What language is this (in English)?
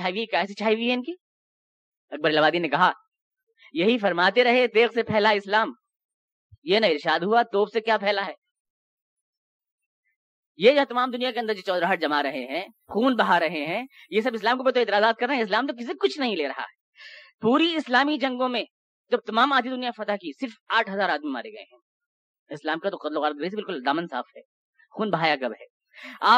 Urdu